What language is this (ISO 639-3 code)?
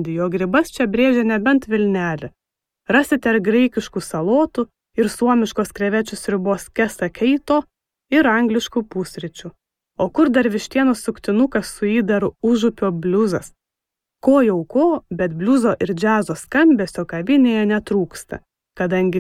lit